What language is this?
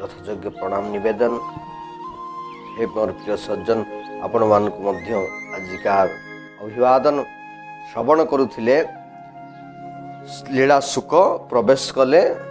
Odia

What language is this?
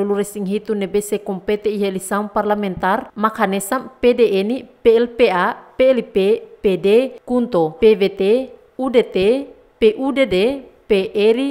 Tetum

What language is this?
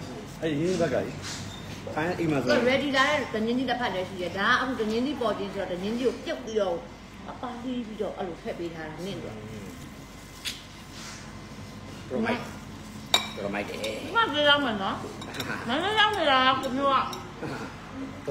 Burmese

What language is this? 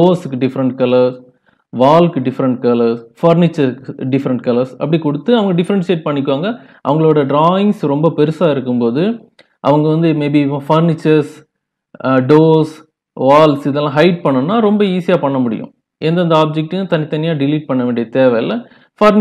Tamil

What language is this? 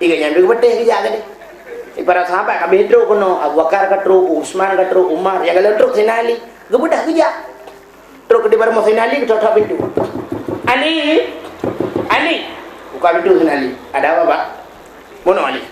Achinese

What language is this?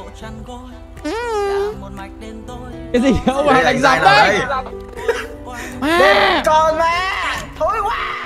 Vietnamese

